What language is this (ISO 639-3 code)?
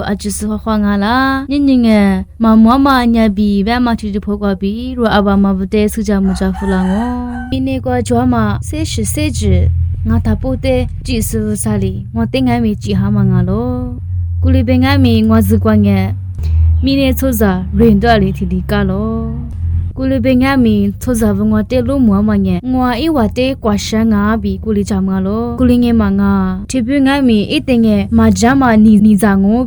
lis